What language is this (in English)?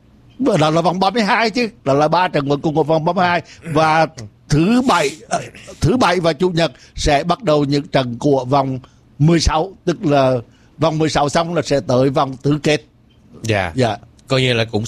Vietnamese